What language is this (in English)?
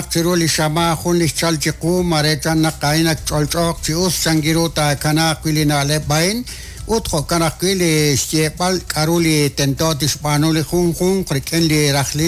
Kekchí